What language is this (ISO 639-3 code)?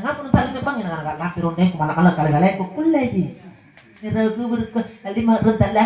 mak